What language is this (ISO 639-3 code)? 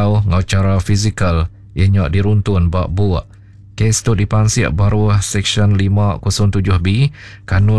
iba